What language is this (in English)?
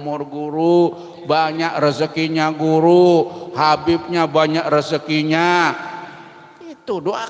Banjar